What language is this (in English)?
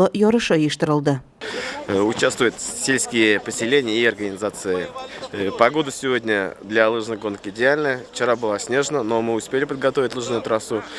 Tatar